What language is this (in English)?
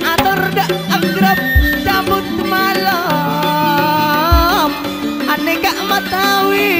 Madurese